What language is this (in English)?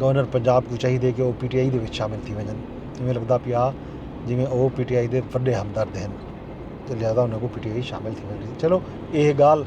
Saraiki